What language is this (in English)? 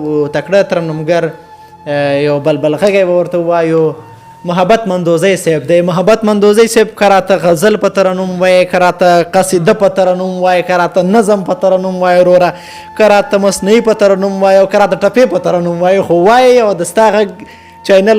Pashto